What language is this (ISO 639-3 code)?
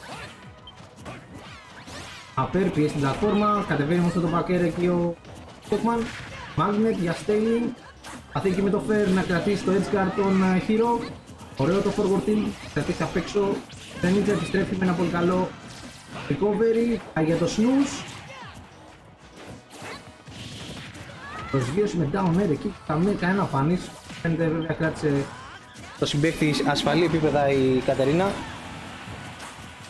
ell